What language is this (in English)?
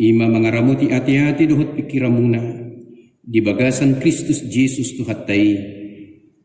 Batak Toba